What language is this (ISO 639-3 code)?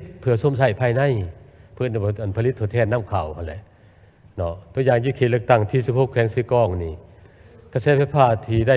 lao